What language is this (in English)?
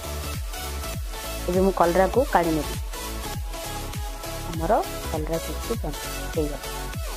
Odia